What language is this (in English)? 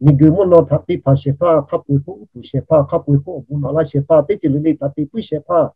Lahu